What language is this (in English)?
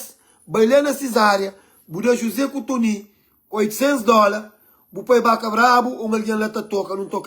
Kabuverdianu